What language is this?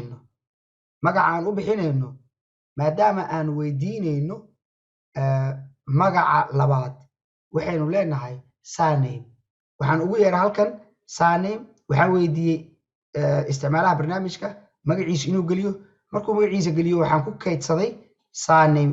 Somali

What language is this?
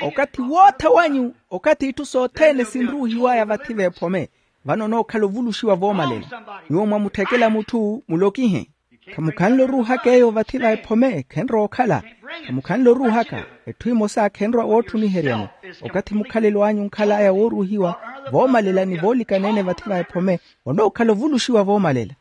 Makhuwa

